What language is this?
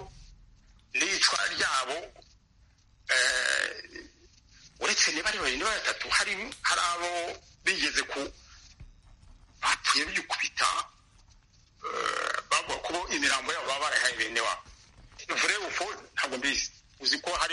Kinyarwanda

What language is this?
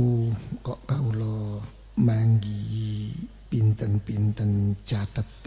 Javanese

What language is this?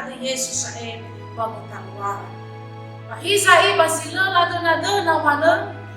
Nias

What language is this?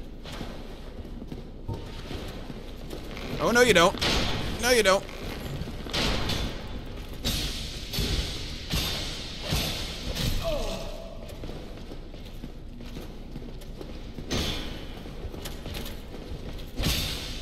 English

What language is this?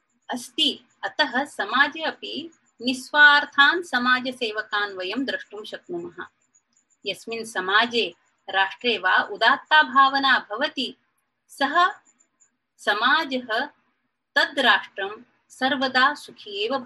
Sanskrit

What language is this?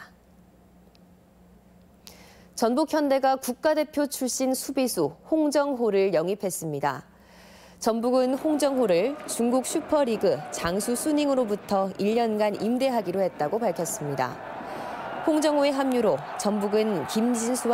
Korean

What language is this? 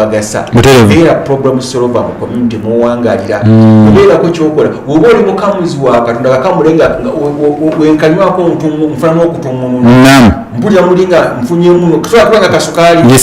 Ganda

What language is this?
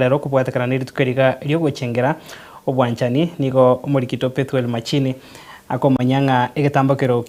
Gusii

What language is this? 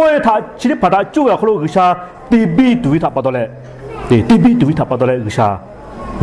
Lahu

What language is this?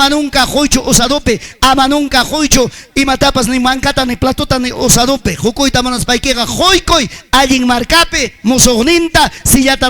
Ayacucho Quechua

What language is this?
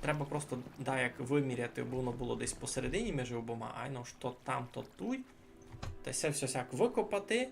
Rusyn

